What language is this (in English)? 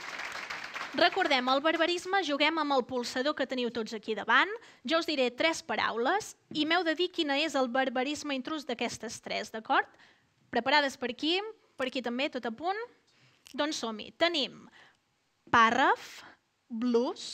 Catalan